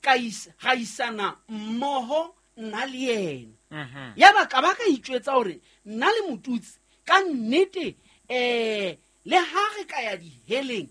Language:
Southern Sotho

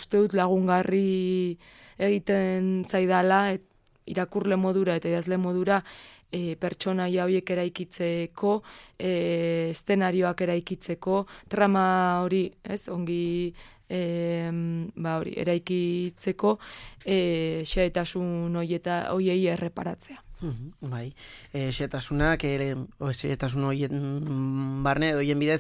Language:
Basque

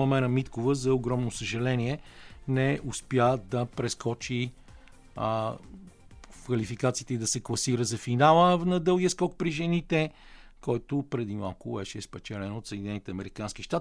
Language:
Bulgarian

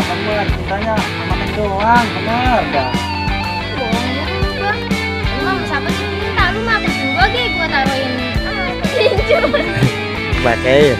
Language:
Betawi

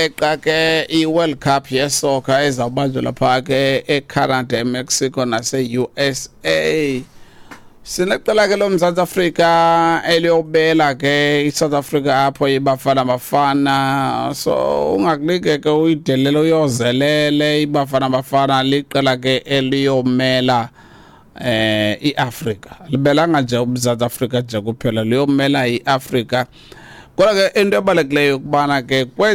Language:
Xhosa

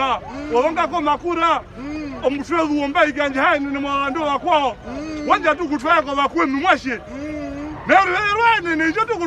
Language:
Herero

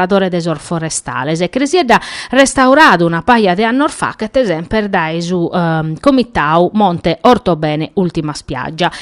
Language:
Sardinian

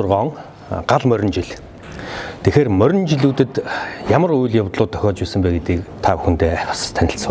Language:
Mongolian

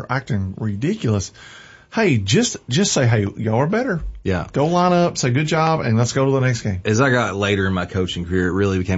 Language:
English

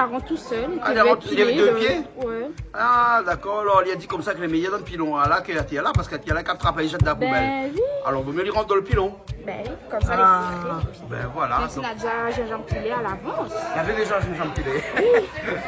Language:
Réunion Creole French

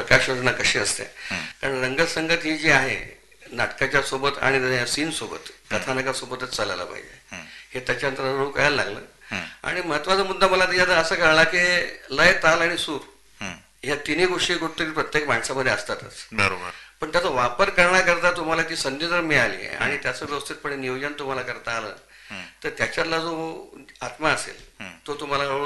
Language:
Marathi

